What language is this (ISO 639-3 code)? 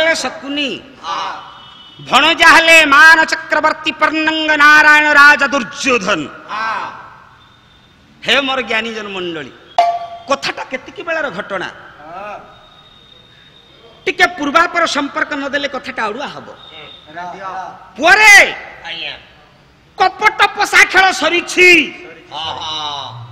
ori